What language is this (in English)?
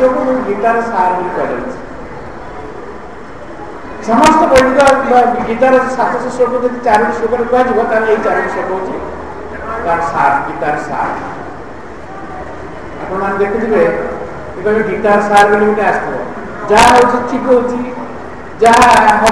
Odia